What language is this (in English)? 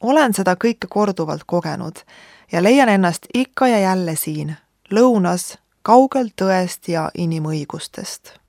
Estonian